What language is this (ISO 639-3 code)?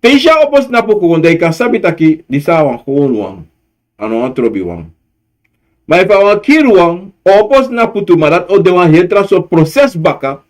srn